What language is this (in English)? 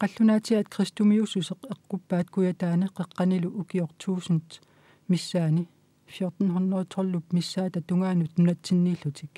Kalaallisut